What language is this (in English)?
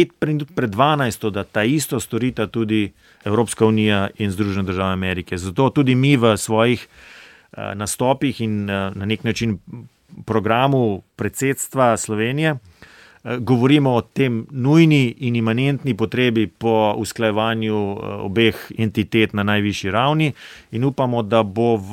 Slovenian